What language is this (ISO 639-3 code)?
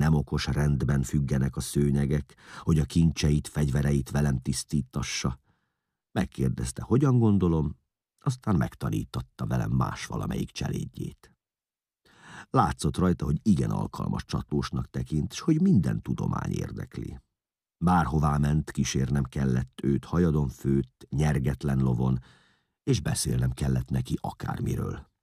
hun